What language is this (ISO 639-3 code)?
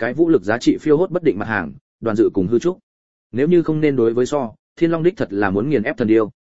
vie